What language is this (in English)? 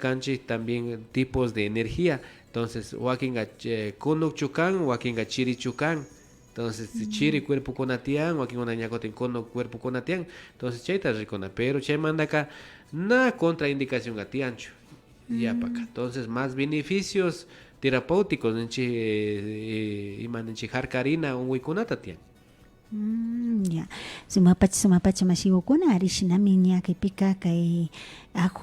Imbabura Highland Quichua